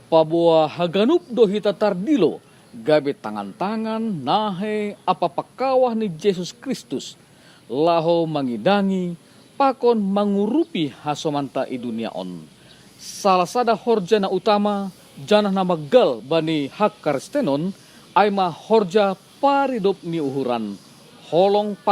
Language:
Batak Simalungun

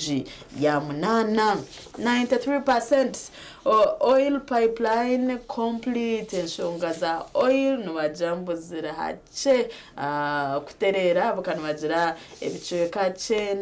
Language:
Nyankole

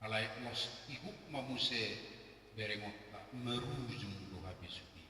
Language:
Batak Toba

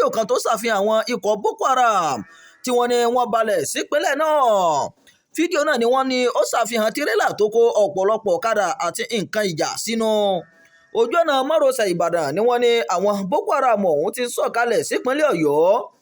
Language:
Yoruba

